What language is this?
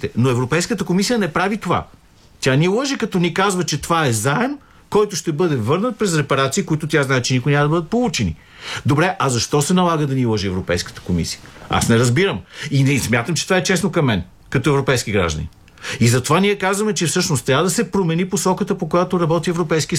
Bulgarian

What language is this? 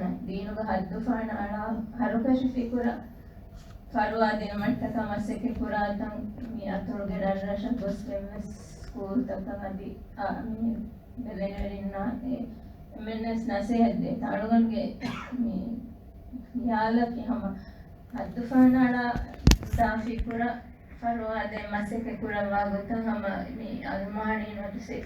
Divehi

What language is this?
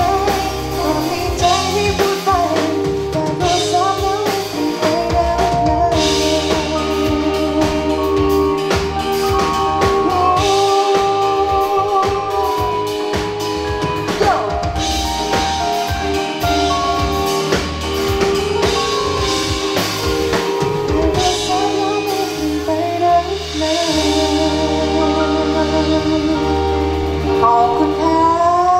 Thai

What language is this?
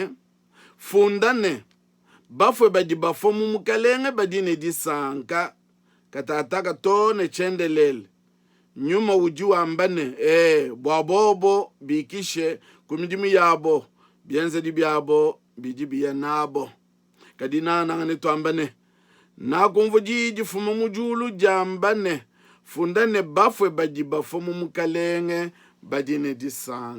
Luba-Lulua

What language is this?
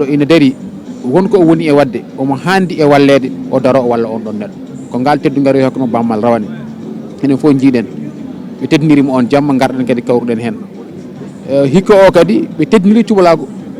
Fula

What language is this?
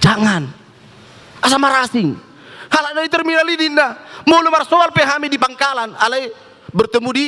Batak Toba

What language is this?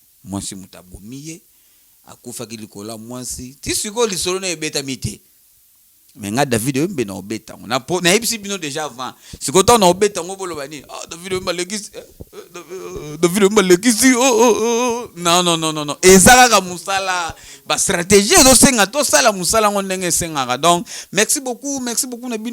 Lingala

